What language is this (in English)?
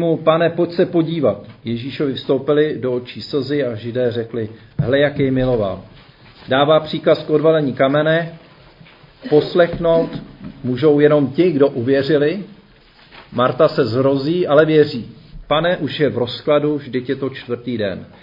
Czech